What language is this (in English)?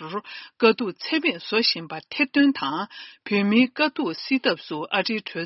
Tibetan